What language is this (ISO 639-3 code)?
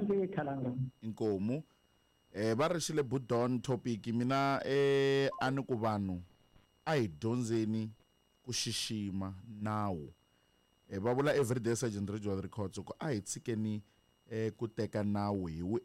tso